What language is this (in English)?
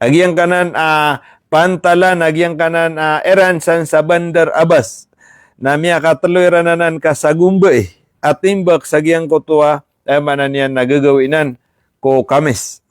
Maranao